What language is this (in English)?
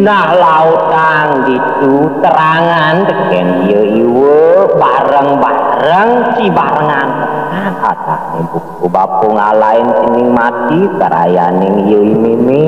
Balinese